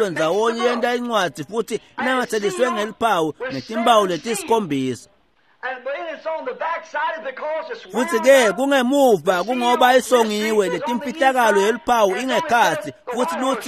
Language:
Swati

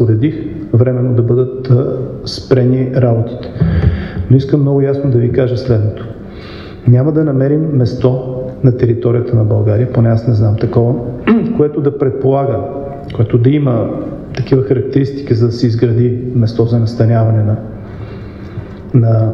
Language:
Bulgarian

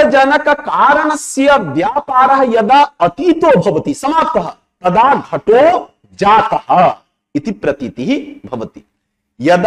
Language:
Sanskrit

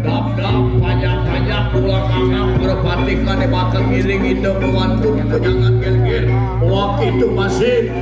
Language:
Balinese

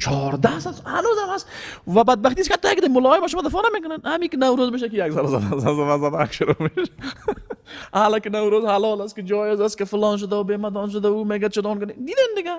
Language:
Persian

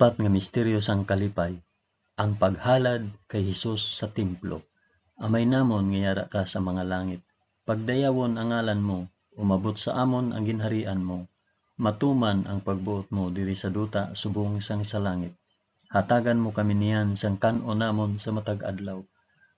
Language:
Hiligaynon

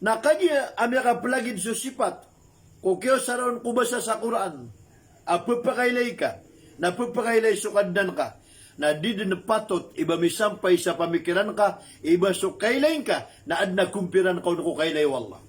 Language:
Maranao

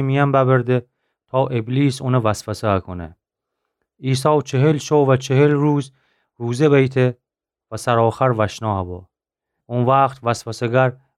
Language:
Gilaki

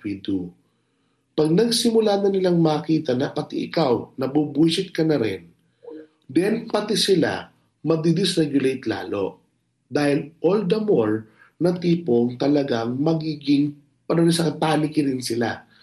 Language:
Filipino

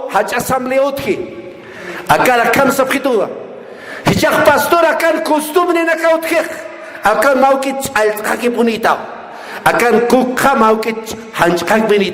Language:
Aymara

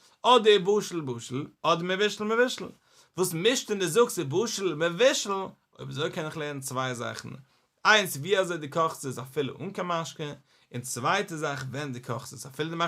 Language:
Yiddish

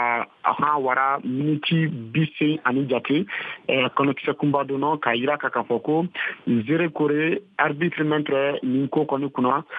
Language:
Bambara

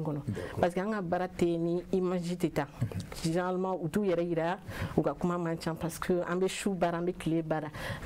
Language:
Bambara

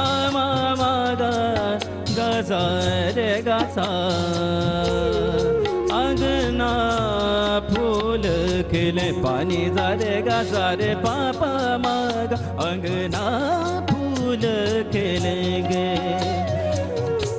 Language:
Hindi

